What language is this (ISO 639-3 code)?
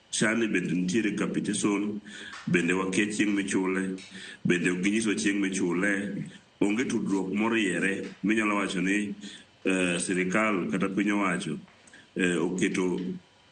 luo